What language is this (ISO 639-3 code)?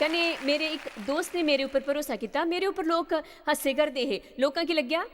doi